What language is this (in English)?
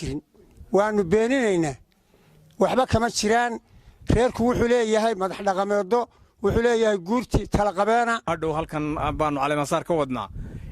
Somali